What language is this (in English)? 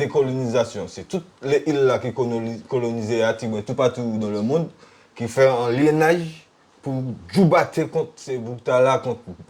Guadeloupean Creole French